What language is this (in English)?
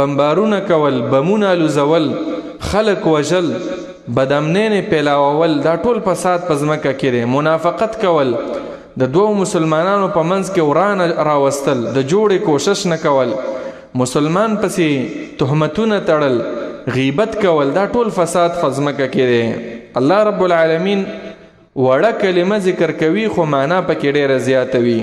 Pashto